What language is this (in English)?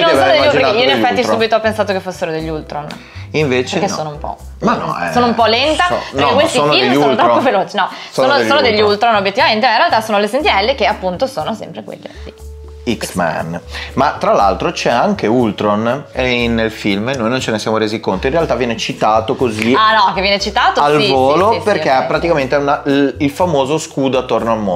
Italian